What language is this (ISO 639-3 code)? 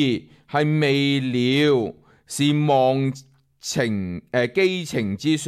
yue